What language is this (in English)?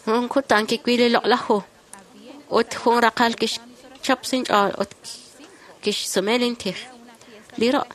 Kekchí